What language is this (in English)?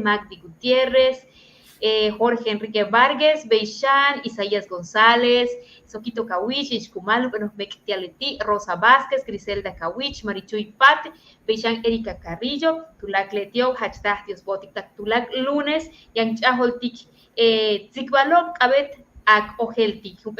Yucateco